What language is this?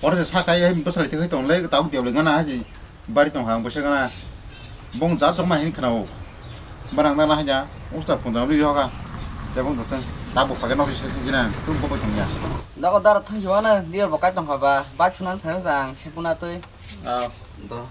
Kok Borok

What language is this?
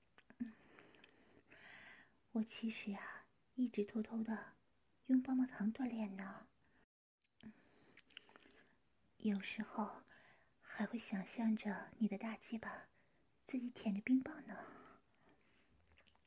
Chinese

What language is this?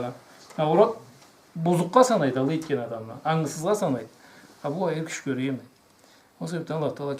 Karachay-Balkar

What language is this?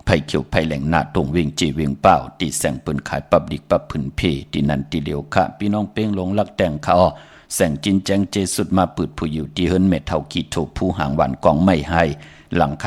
Shan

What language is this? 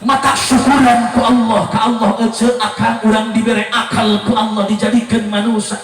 Sundanese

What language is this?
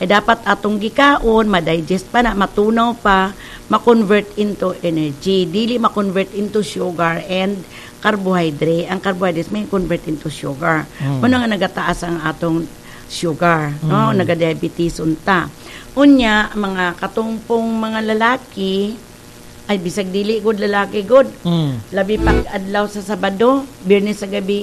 Cebuano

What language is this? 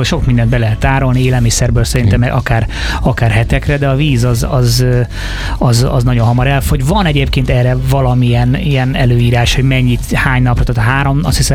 Hungarian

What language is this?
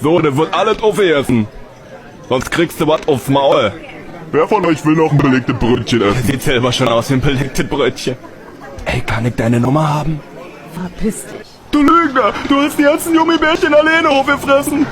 Bavarian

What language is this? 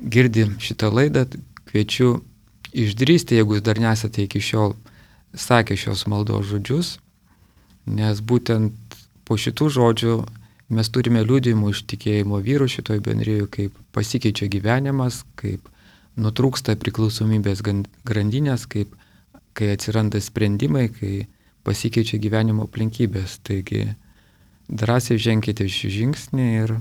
Lithuanian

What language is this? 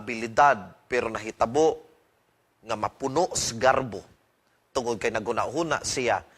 Cebuano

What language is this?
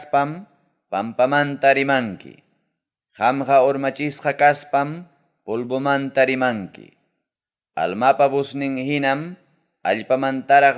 Ayacucho Quechua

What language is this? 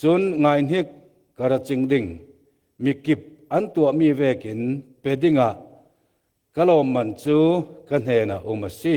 Falam Chin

